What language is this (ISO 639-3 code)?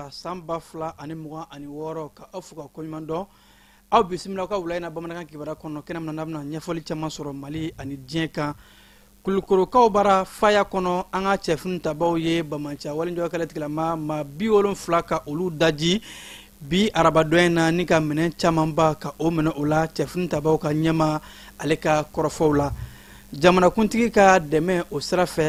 bam